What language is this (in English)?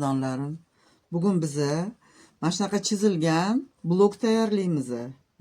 Uzbek